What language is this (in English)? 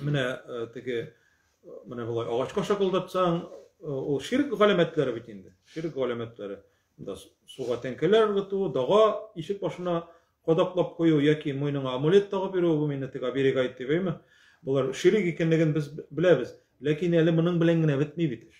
Tatar